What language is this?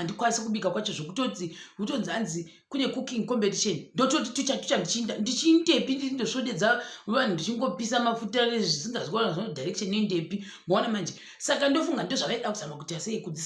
Shona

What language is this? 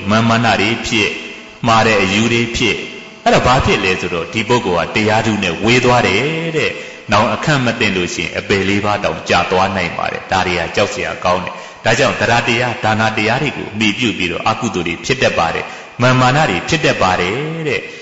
Burmese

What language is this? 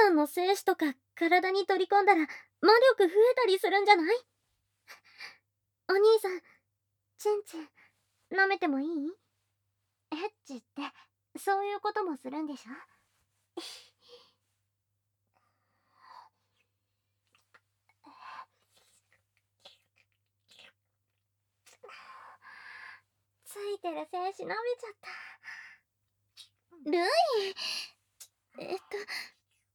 Japanese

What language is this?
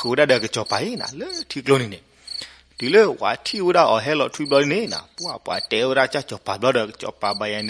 S'gaw Karen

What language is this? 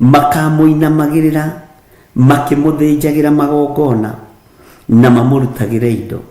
Kikuyu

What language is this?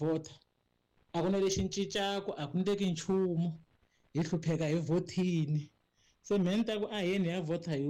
Tsonga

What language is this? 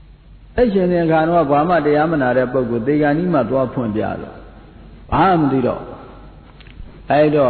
Burmese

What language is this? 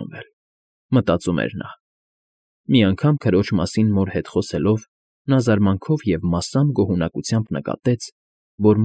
Armenian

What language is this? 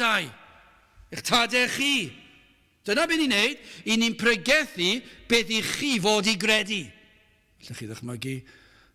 Welsh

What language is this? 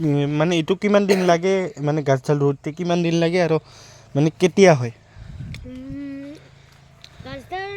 Assamese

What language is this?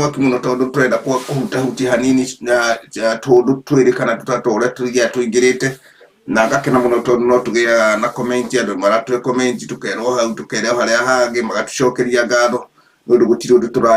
Kikuyu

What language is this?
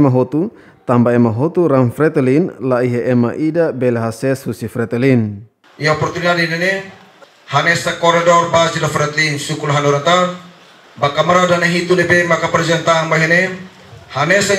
Tetum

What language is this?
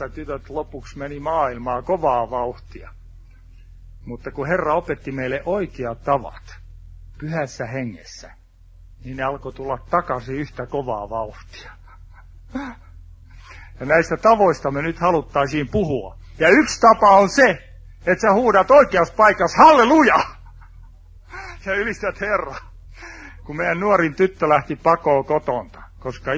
Finnish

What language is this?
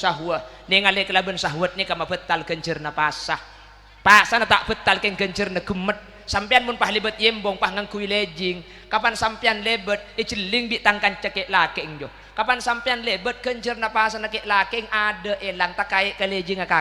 Madurese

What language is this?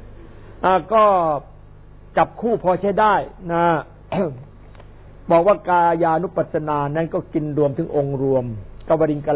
Thai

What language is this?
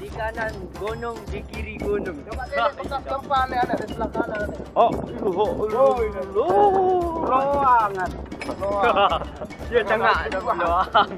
Sasak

